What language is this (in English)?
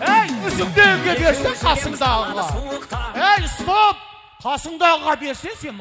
Kara-Kalpak